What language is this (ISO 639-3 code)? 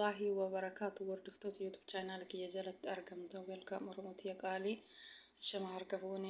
orm